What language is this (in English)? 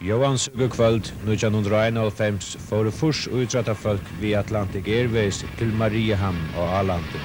Faroese